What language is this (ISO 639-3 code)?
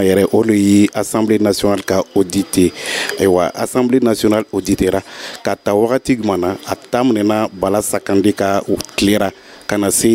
dyu